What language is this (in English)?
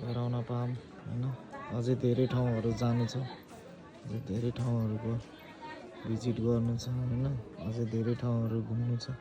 Nepali